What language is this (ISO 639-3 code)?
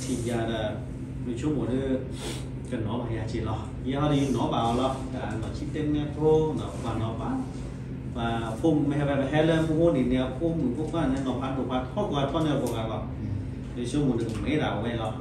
ksw